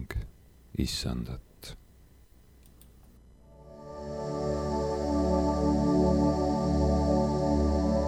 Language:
Estonian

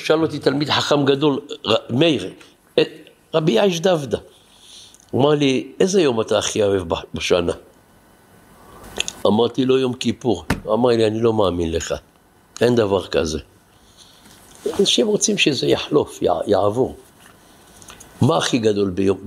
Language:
Hebrew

